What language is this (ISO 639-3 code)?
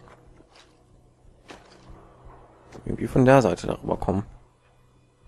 deu